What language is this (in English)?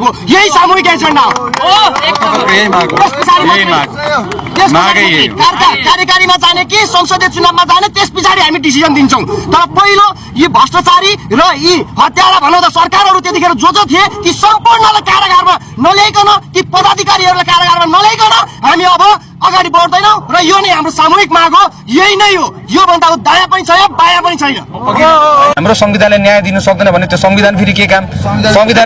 Nepali